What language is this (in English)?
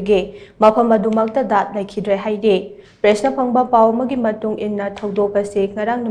Manipuri